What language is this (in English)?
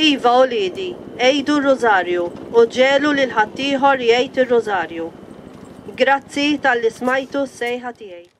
Maltese